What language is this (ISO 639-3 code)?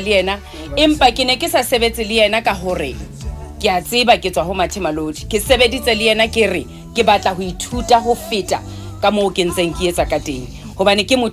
sot